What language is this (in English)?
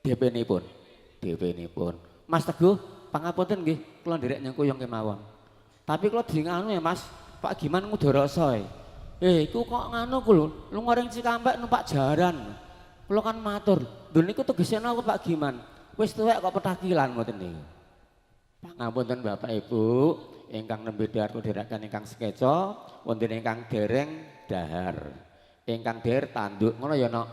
Javanese